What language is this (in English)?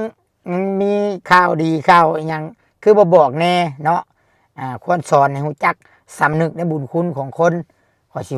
Lao